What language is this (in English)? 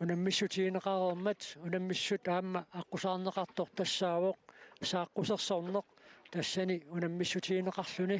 Kalaallisut